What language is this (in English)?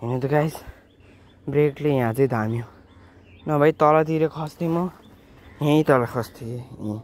Nepali